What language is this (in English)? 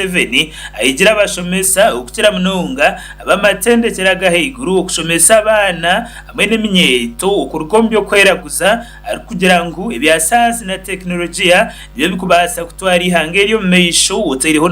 Nyankole